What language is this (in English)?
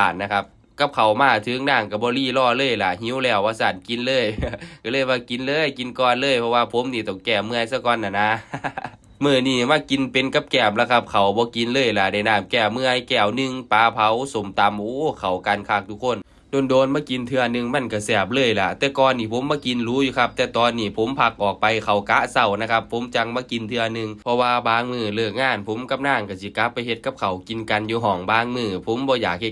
Northeastern Thai